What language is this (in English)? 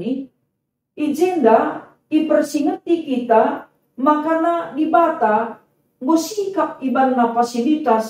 Batak Karo